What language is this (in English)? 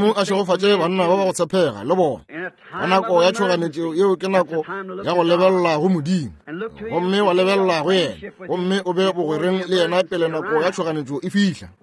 Northern Sotho